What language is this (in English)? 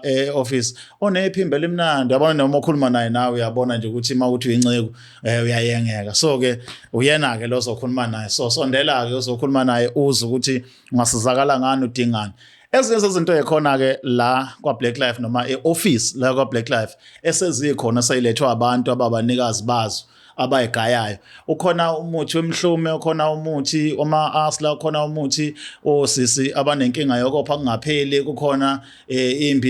Zulu